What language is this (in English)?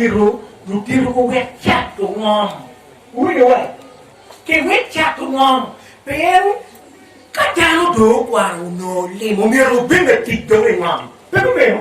Acoli